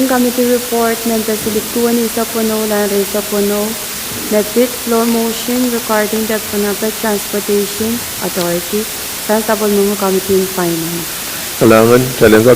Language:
Pohnpeian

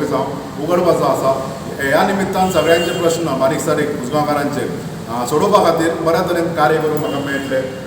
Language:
Konkani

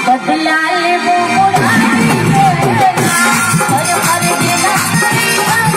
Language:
Maithili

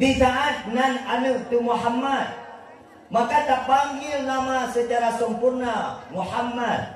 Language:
Achinese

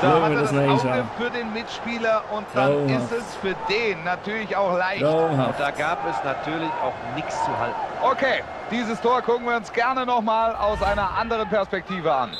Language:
Swiss German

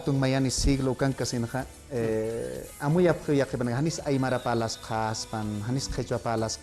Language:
Aymara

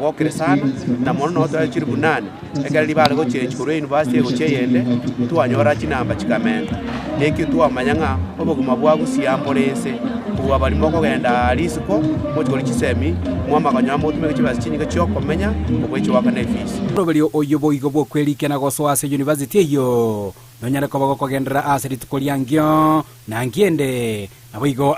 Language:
Gusii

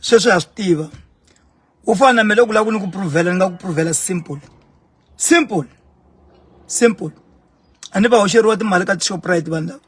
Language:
Tsonga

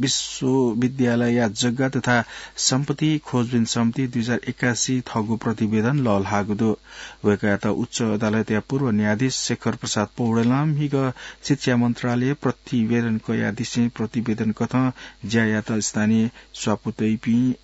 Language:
Newari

